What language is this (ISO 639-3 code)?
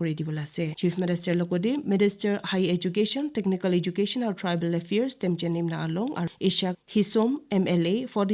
nag